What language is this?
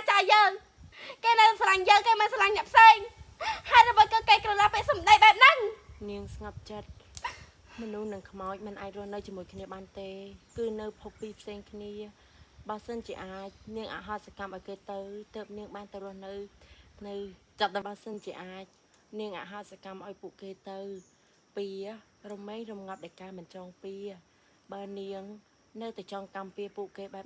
Khmer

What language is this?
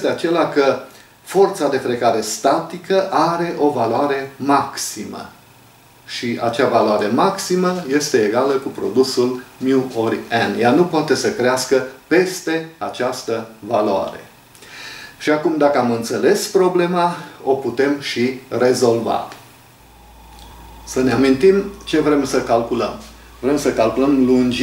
Romanian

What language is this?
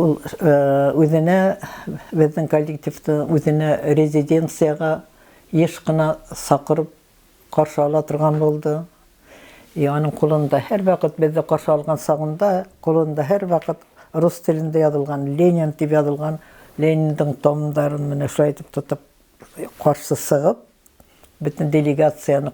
Bashkir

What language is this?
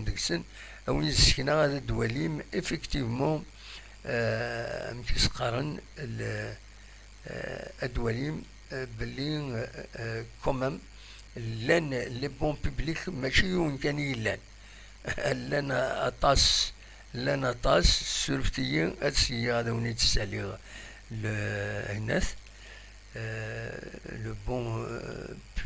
Kabyle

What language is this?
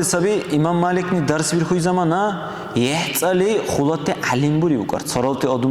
Dargwa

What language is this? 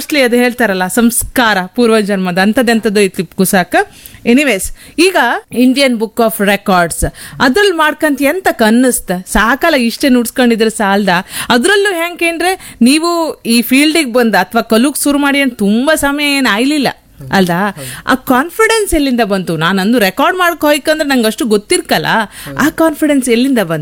Kannada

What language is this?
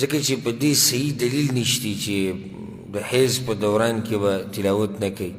Pashto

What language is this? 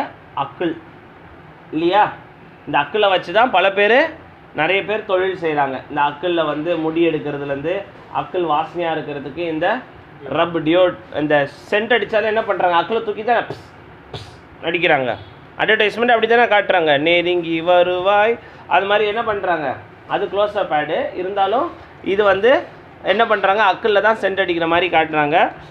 Tamil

